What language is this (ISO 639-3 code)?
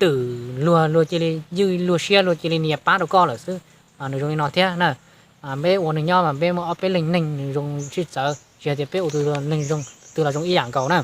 hmn